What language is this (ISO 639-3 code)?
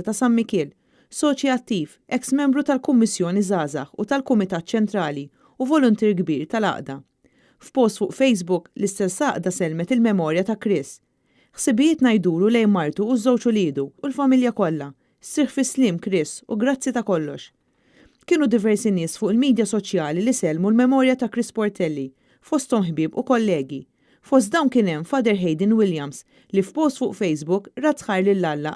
mlt